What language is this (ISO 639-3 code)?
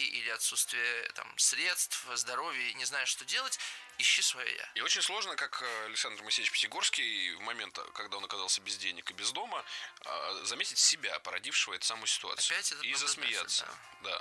rus